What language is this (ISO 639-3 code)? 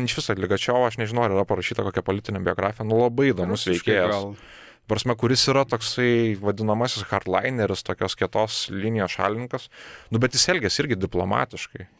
lit